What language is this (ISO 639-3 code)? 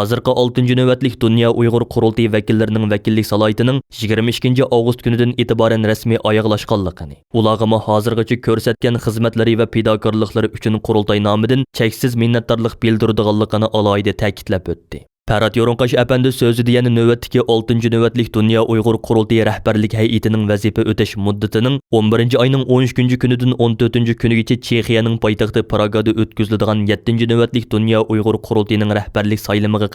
uig